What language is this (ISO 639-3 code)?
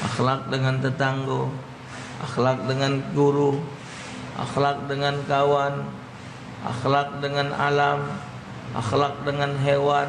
mui